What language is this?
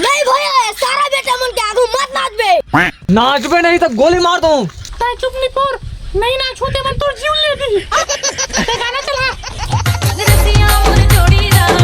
Chhattisgarhi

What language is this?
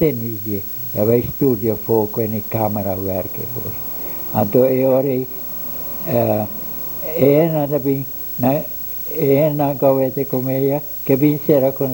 Papiamento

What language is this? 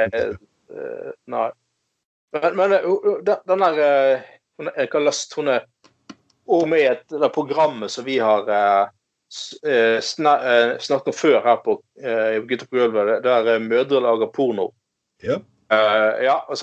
Norwegian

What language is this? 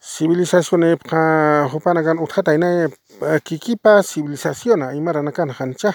Aymara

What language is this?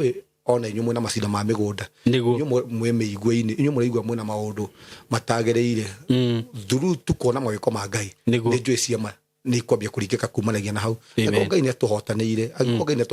Kikuyu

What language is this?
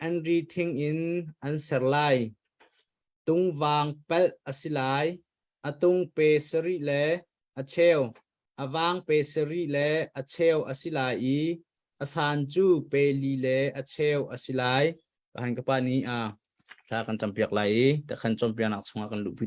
Hakha Chin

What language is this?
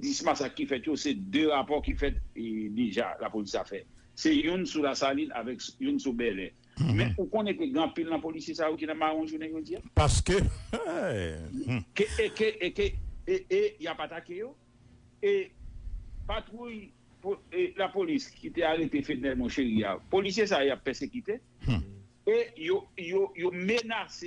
Haitian Creole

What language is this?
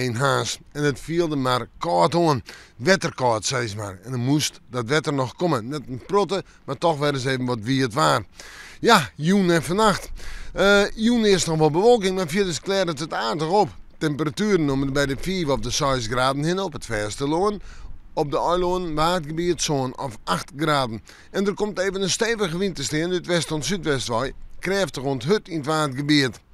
Western Frisian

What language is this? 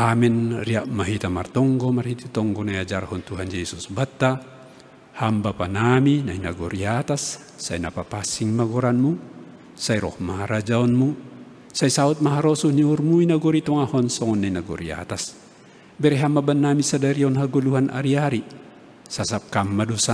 Batak Simalungun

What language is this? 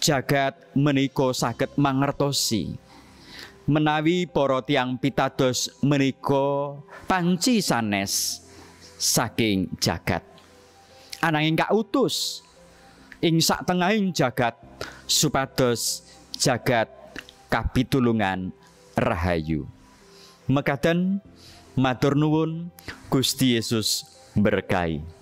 Javanese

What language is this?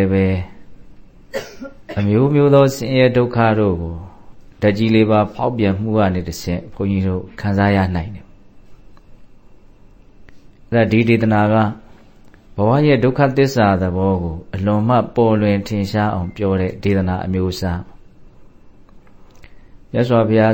Burmese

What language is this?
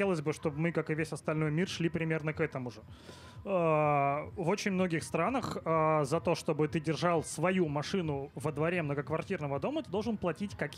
Russian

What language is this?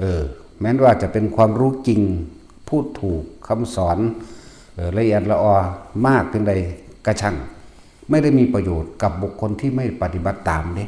Northeastern Thai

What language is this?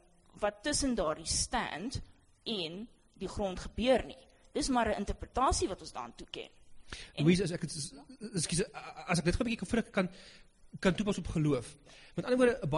Afrikaans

